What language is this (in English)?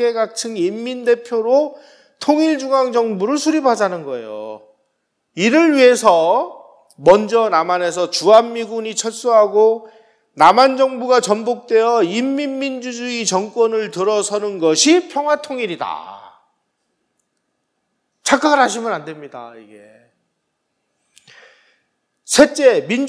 Korean